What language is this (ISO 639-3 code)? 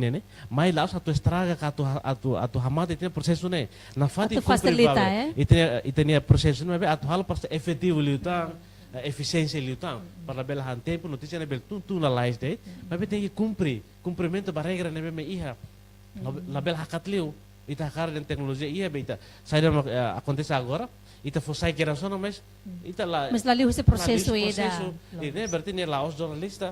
tet